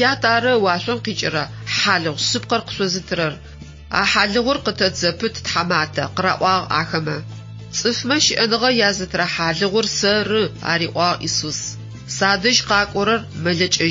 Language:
Adyghe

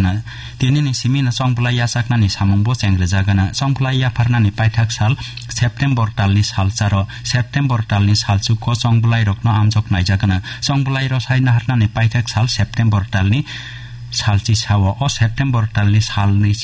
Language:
Kok Borok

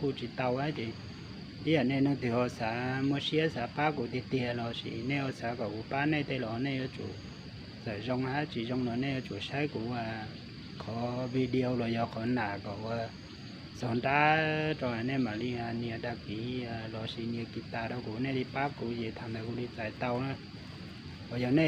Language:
Hmong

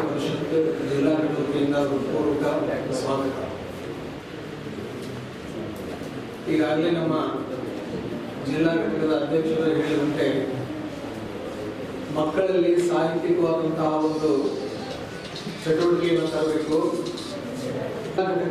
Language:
Kannada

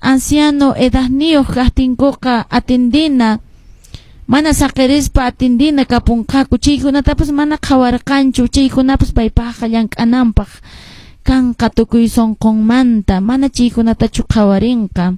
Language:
Quechua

